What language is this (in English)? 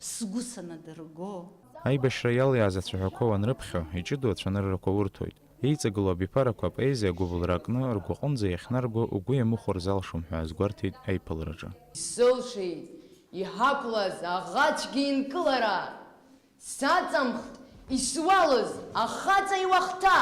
Abkhazian